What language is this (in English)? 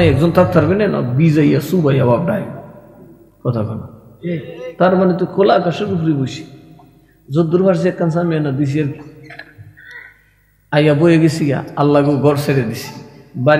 Bangla